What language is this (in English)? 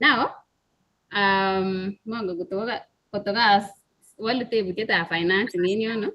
Kalenjin